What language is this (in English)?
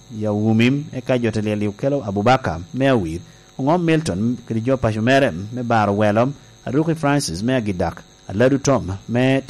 Lango (Uganda)